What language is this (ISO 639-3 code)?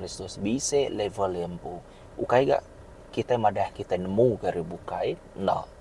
iba